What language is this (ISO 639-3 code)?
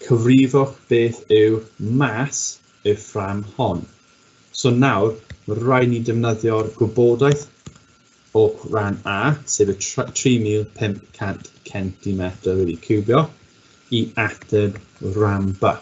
cym